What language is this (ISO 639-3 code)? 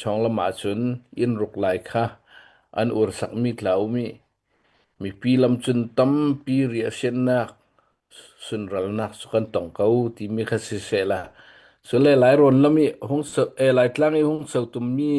cnh